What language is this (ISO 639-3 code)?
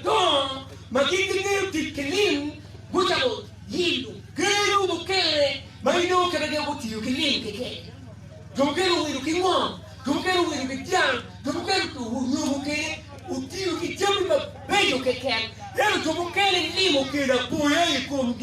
ach